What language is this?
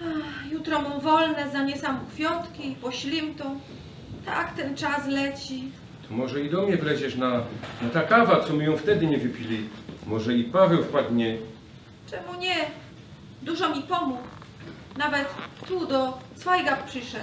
Silesian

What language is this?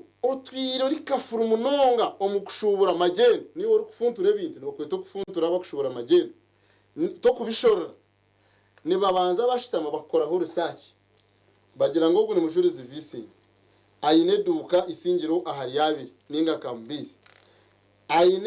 Nyankole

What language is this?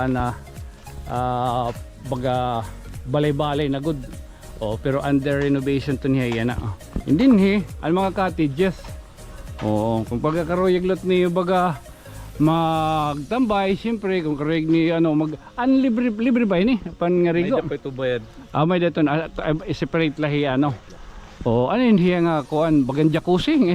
Waray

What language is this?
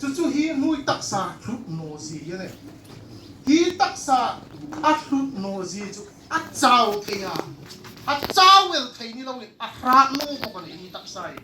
Hmar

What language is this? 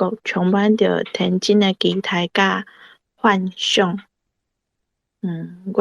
Min Nan Chinese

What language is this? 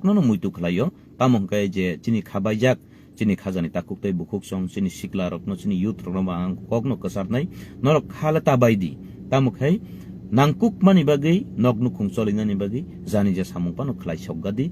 Kok Borok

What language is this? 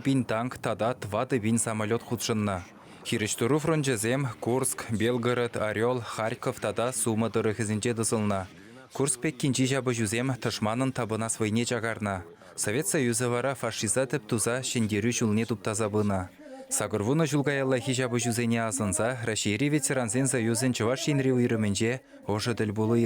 Chuvash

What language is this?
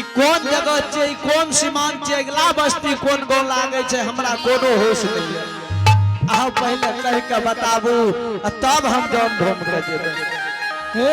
Angika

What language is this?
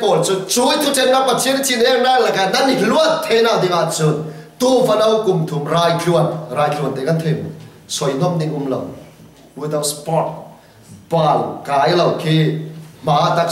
Falam Chin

